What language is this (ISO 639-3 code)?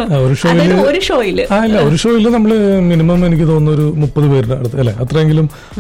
mal